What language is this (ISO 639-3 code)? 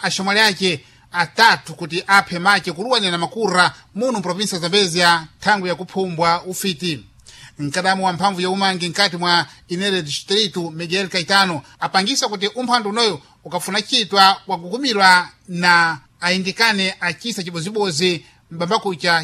seh